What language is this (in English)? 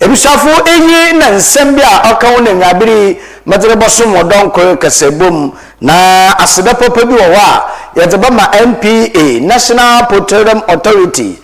Akan